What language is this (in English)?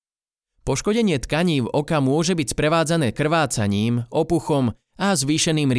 Slovak